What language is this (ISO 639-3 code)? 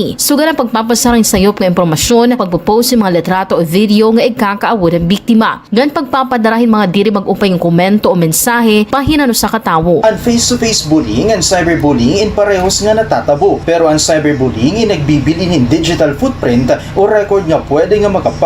war